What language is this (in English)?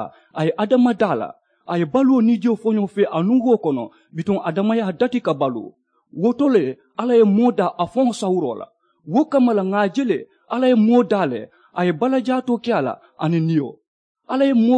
Mandingo